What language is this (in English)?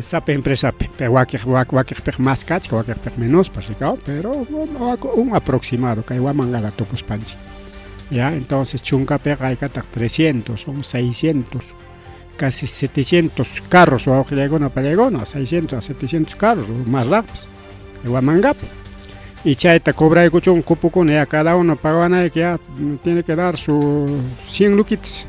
Ayacucho Quechua